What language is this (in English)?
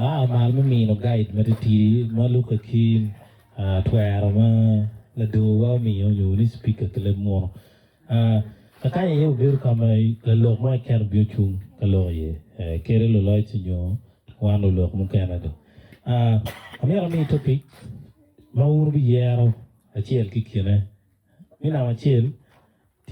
Acoli